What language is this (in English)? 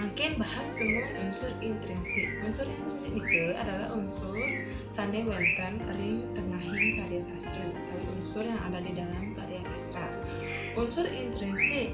Balinese